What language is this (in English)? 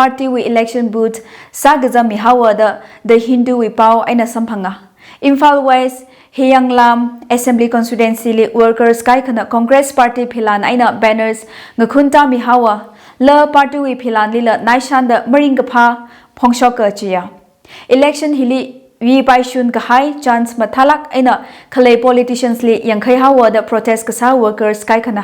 Tangkhul Naga (India)